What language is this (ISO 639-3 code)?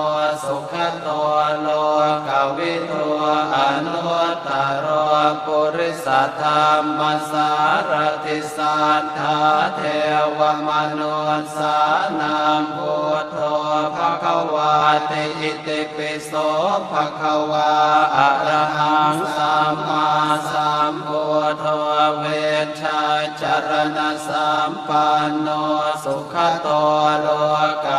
pli